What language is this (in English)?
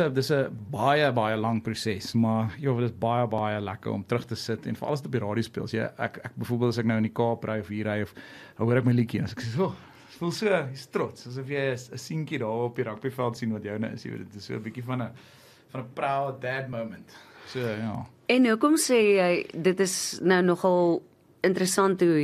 Afrikaans